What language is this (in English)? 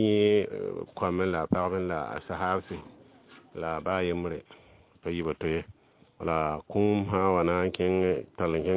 Mossi